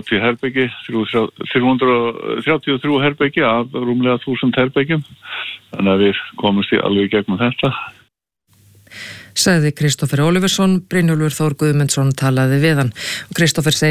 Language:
Icelandic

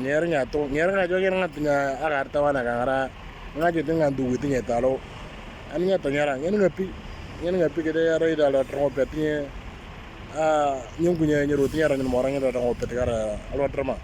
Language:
Moro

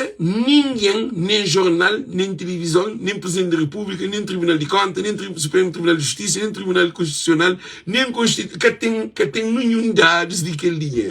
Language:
Kabuverdianu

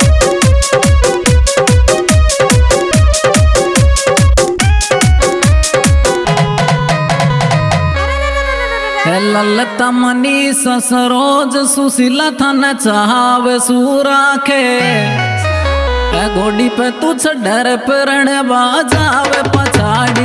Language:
Rajasthani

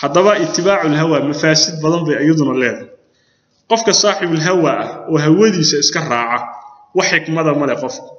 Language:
Somali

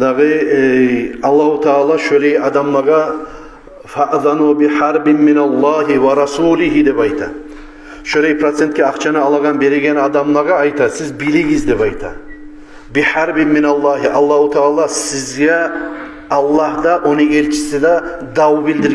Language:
Kumyk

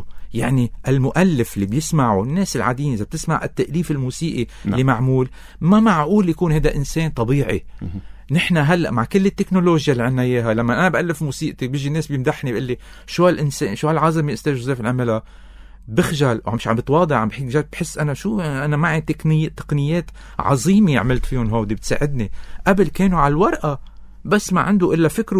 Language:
North Levantine Arabic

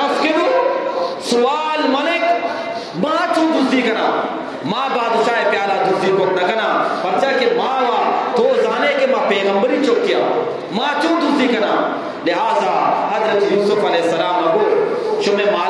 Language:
Eastern Balochi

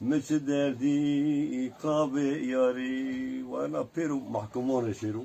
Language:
Zaza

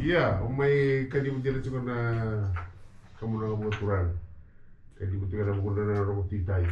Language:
Fijian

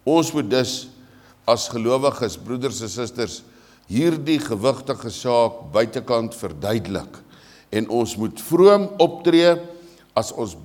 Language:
Afrikaans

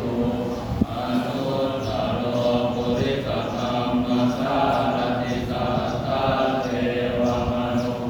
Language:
Pali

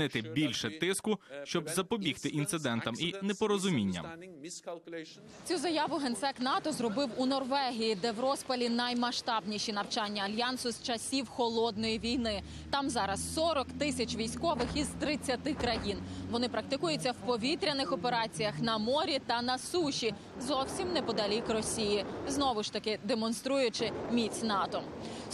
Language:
Ukrainian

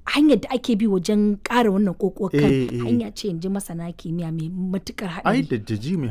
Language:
Hausa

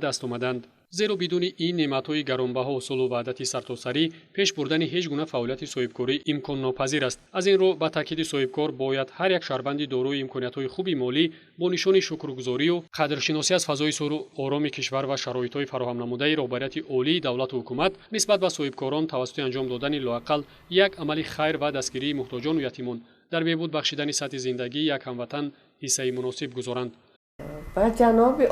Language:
Tajik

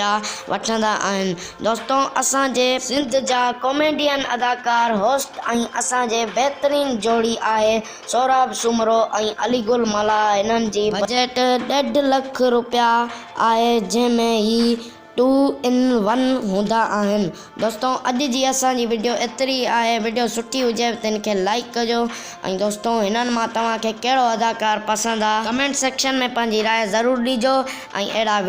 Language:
Sindhi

